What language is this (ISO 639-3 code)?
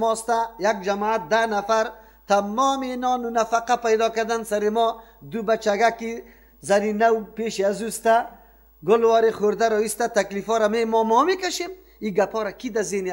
fas